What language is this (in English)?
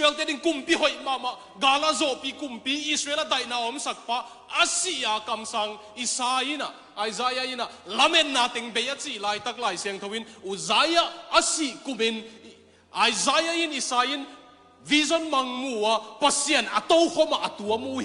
Tedim Chin